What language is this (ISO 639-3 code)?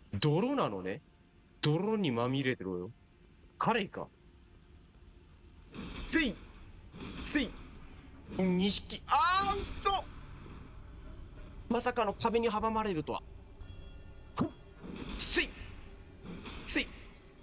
jpn